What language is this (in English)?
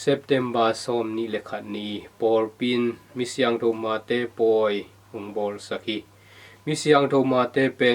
Tedim Chin